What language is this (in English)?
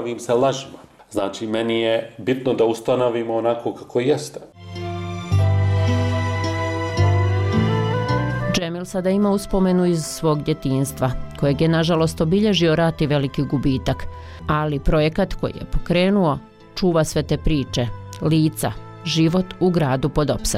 Bosnian